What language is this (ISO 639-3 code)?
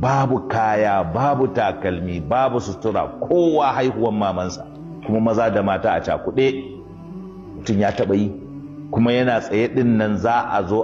hau